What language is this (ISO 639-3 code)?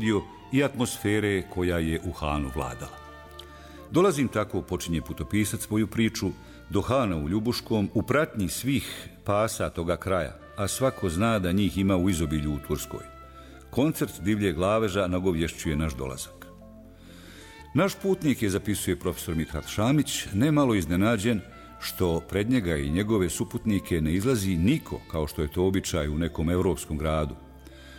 bos